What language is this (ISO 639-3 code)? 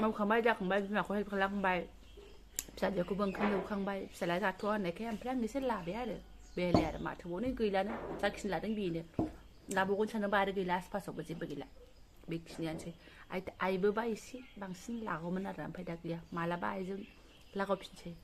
brx